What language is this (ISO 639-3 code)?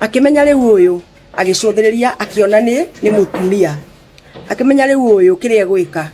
kik